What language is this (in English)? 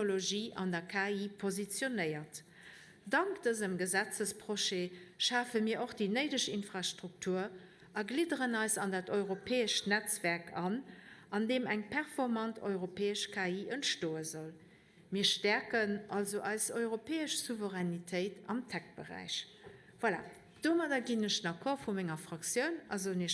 Luxembourgish